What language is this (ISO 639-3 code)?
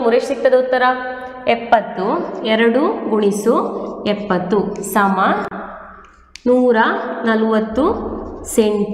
kan